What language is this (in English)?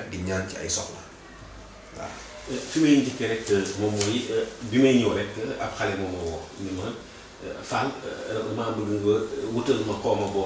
Wolof